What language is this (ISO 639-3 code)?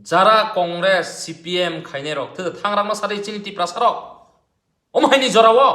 trp